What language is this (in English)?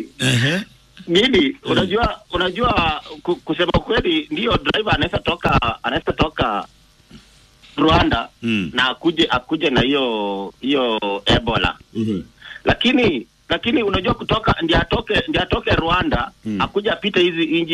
Swahili